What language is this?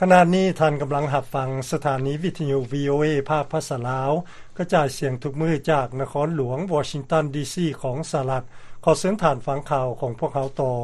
Lao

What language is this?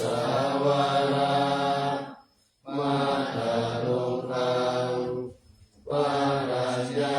Pali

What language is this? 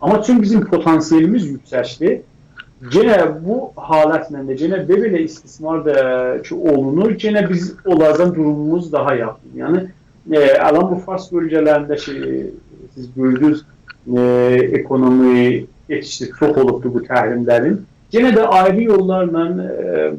South Azerbaijani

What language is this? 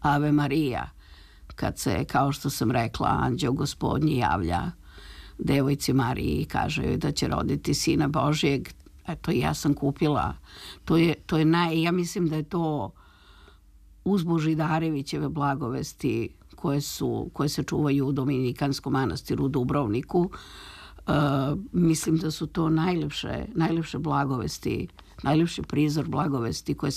Serbian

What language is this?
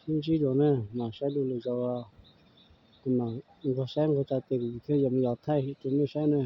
Hmong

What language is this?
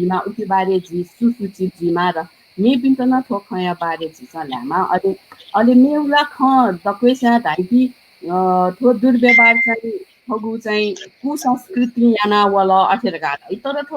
Newari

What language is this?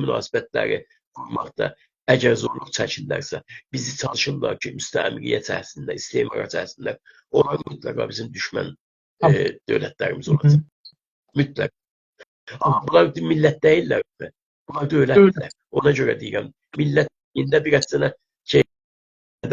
South Azerbaijani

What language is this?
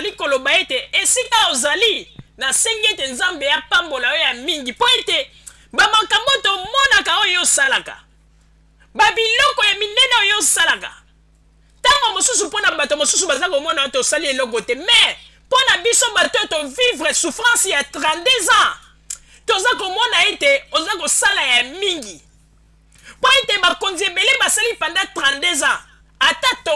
Lingala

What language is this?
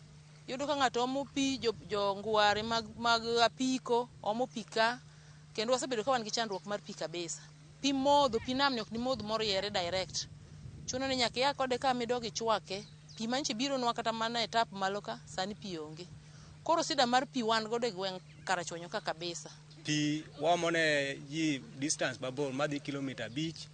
Luo (Kenya and Tanzania)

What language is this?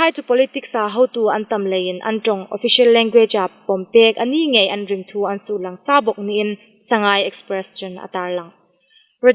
Hmar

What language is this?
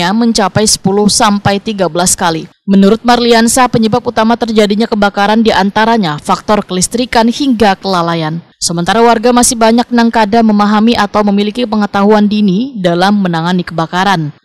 Banjar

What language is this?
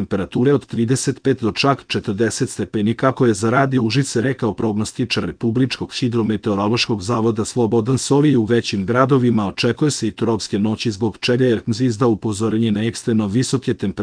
Serbian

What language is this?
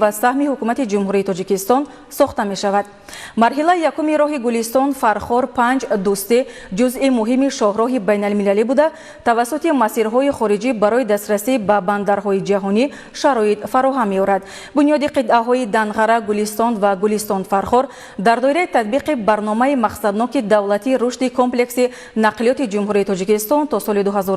Tajik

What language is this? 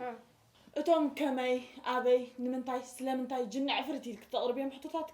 Tigrinya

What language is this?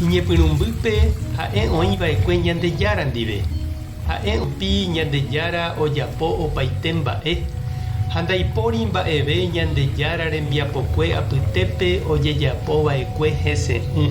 Guarani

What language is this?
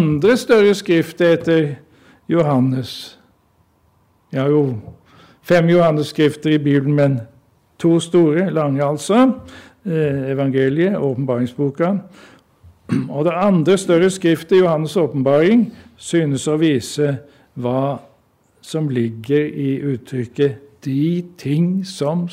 Norwegian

